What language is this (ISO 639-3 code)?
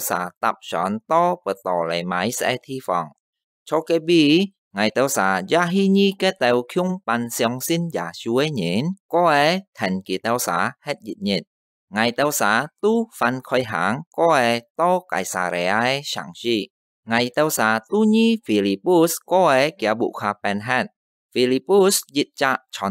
hak